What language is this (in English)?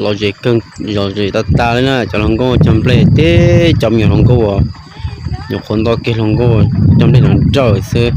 Hmong